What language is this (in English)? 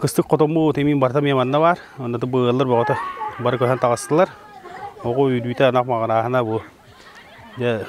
Yakut